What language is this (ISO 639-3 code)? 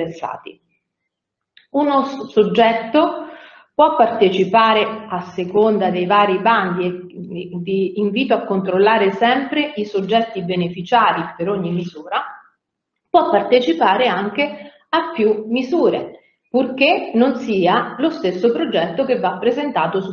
ita